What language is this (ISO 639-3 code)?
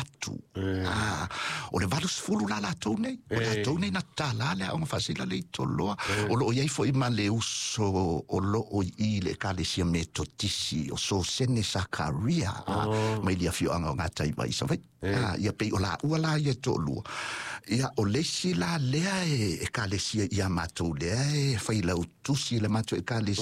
smo